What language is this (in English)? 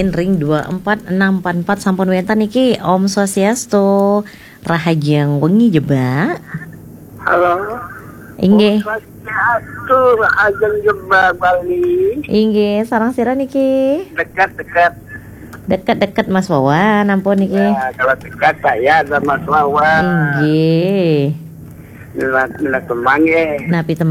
Balinese